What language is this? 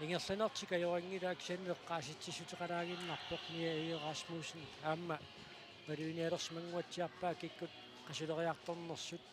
Kalaallisut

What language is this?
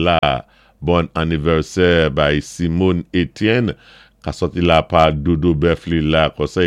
Saint Lucian Creole French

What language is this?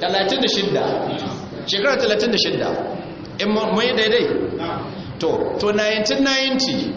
Hausa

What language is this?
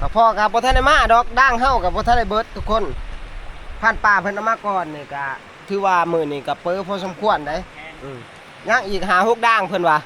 Northeastern Thai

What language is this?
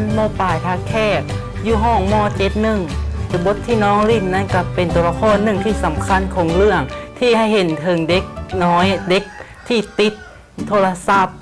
Lao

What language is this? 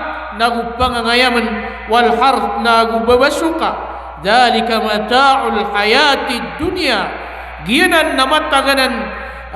Maranao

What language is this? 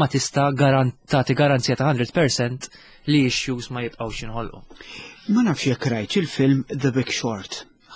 Maltese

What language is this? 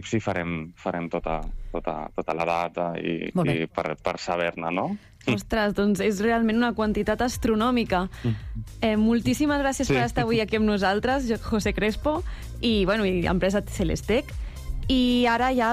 Catalan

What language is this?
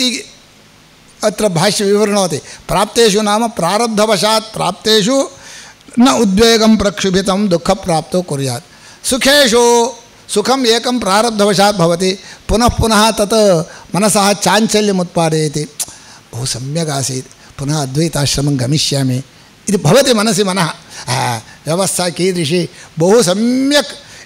Sanskrit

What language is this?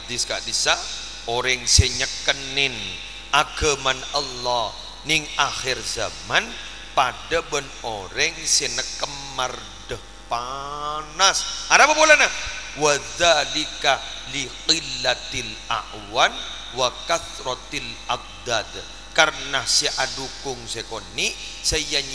Madurese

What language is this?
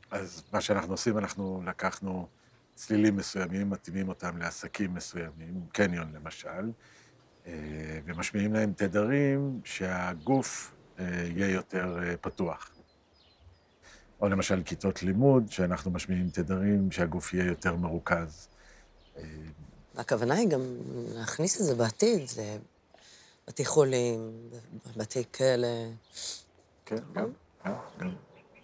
Hebrew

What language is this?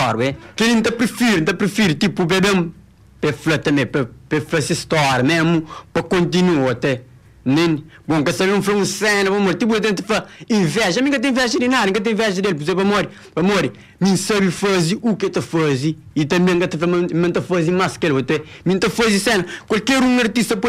Kabuverdianu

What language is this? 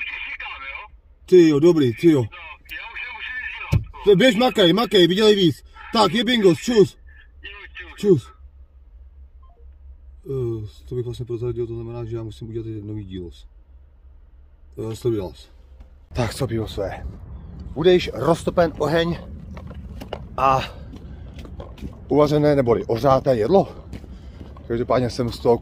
Czech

